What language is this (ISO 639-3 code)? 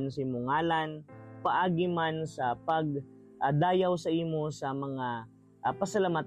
hil